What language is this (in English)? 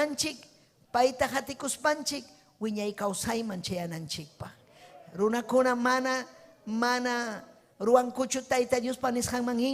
Ayacucho Quechua